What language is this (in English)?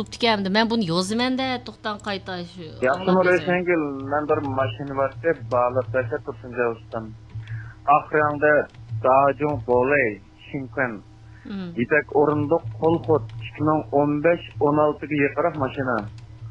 Uyghur